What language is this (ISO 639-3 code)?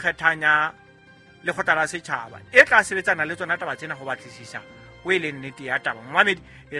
sot